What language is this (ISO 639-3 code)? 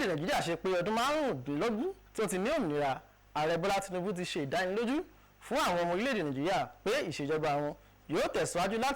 yor